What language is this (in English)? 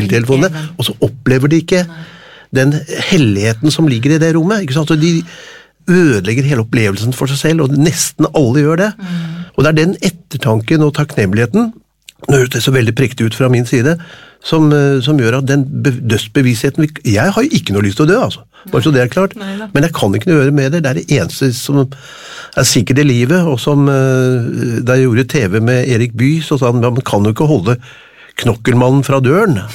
Norwegian